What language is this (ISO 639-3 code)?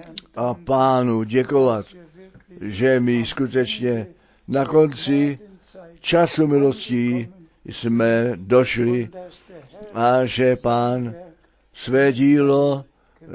ces